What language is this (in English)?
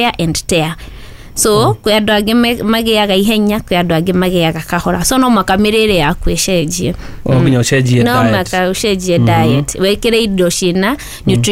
Kikuyu